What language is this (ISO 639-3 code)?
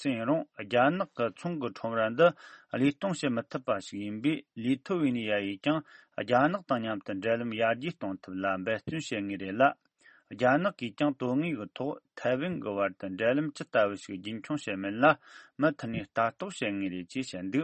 bod